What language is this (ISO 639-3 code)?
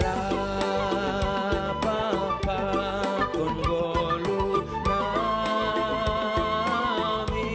bts